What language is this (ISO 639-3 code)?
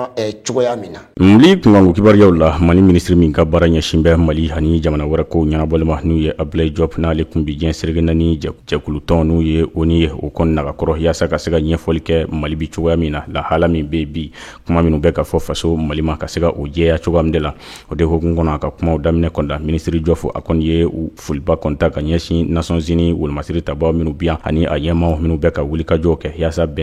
bam